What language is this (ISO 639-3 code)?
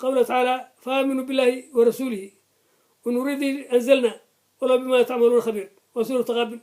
som